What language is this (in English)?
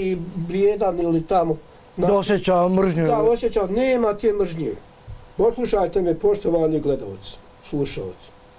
Bosnian